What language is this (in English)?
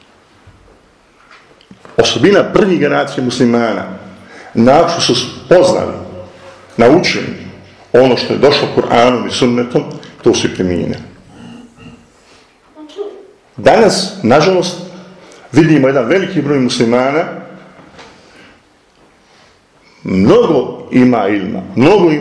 Bosnian